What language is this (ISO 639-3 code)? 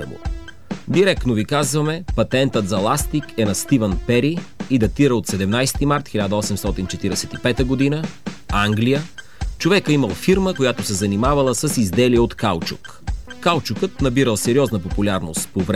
bul